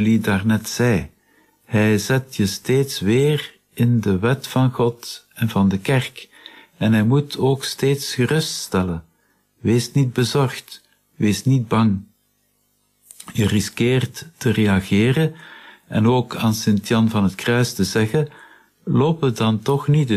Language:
Dutch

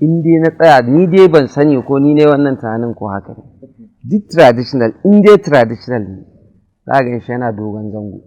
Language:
Hausa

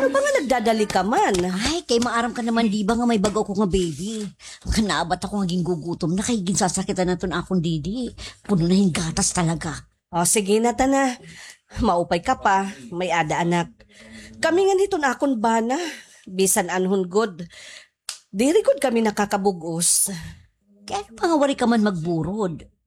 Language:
Waray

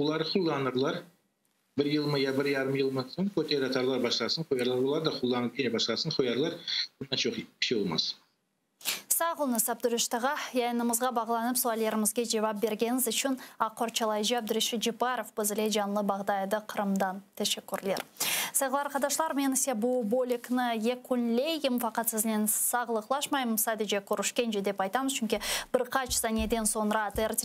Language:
Crimean Tatar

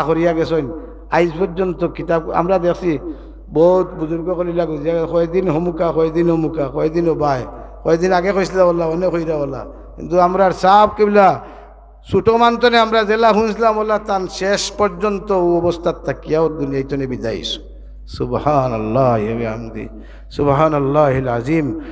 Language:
Sylheti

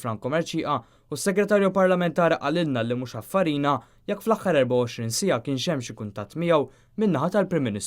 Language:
Maltese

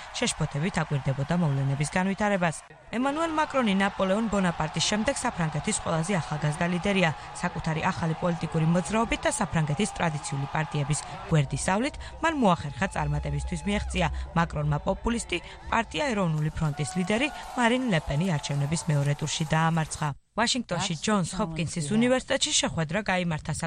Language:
Georgian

